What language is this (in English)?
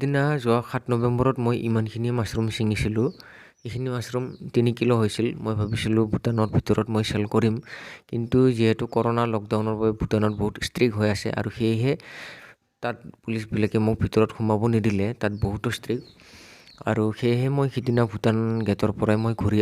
Assamese